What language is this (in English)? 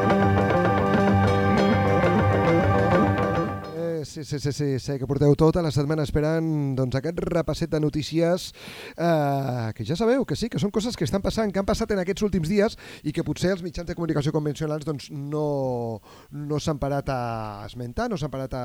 Catalan